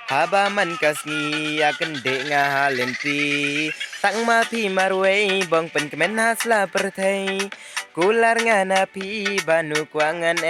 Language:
Khasi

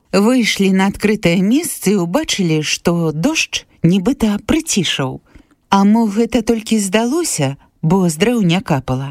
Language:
Belarusian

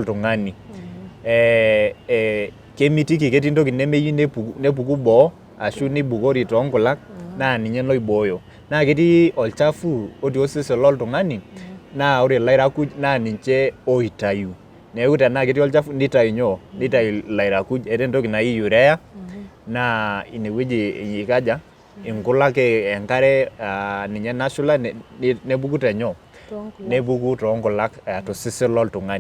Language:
Masai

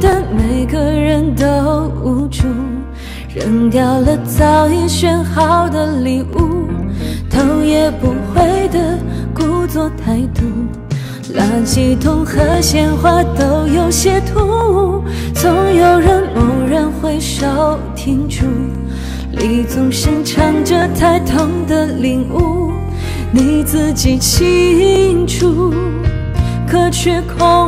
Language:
Chinese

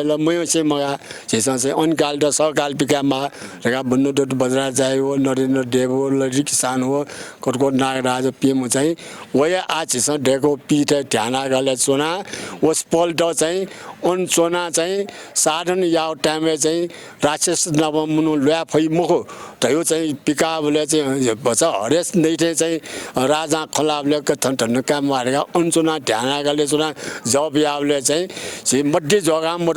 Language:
Newari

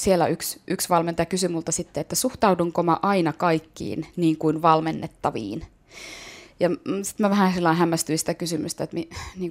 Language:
Finnish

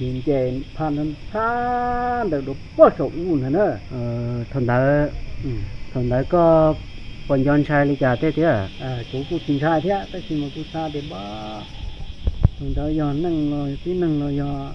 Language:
Hmong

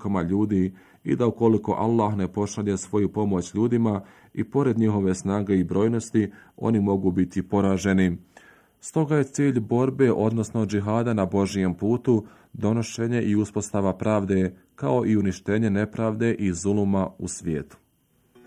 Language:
Bosnian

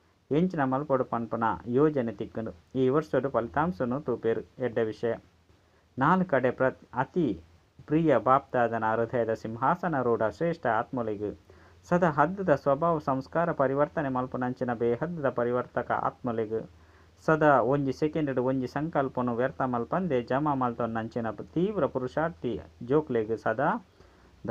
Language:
Tulu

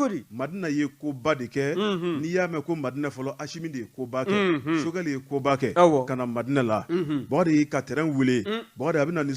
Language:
Bambara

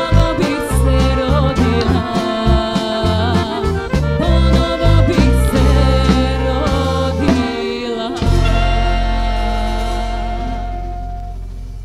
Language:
Serbian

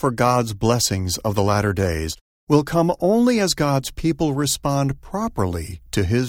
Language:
English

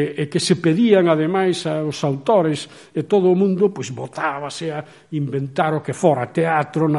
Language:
Galician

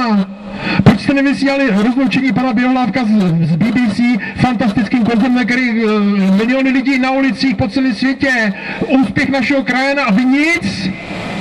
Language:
Czech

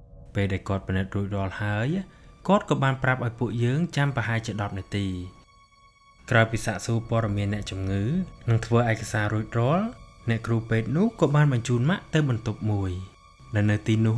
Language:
Khmer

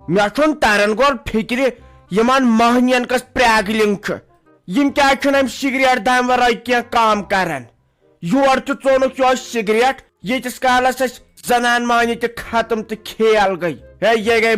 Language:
Kashmiri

